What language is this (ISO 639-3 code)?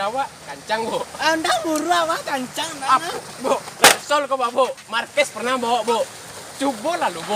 min